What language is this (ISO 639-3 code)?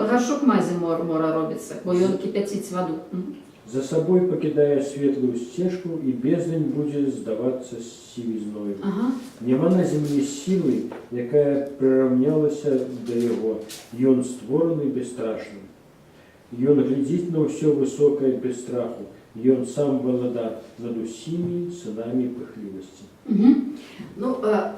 bel